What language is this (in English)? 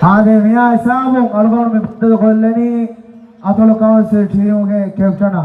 Divehi